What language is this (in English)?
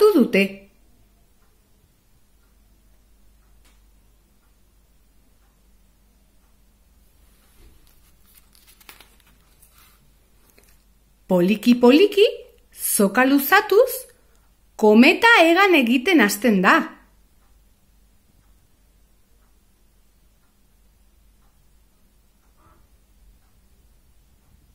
Basque